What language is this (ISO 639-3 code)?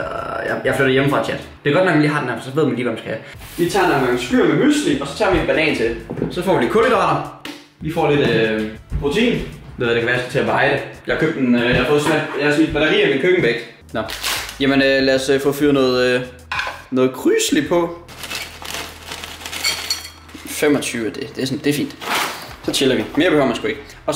dan